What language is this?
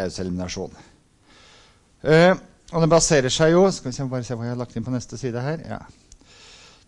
Norwegian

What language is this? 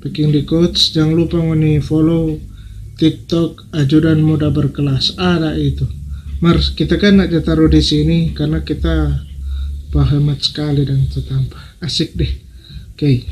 Manado Malay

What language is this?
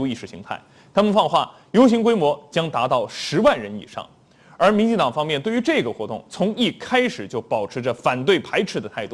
Chinese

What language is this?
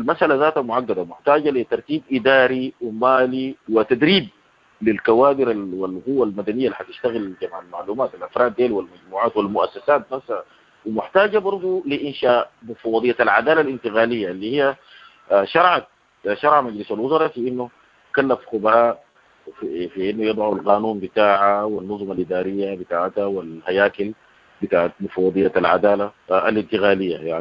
Sudanese Arabic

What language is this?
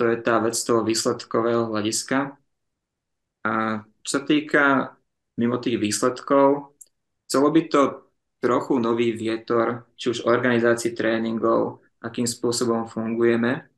Slovak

